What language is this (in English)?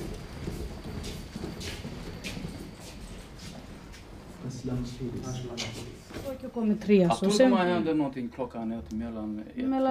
Swedish